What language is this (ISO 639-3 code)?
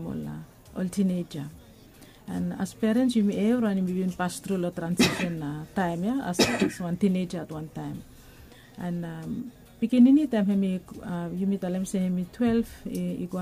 bis